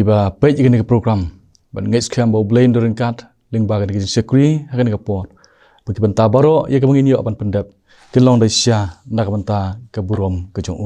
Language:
Khasi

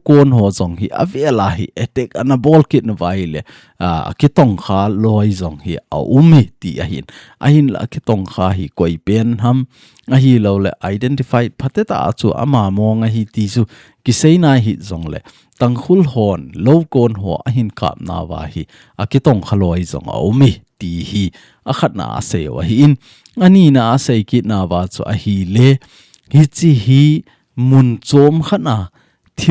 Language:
Thado Chin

